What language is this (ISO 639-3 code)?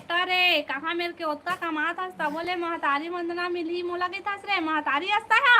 hne